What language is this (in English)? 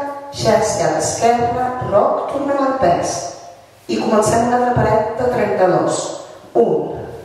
Catalan